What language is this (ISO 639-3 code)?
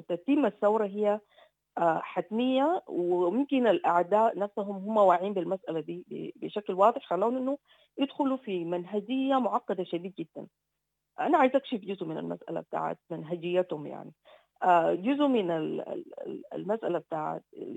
apd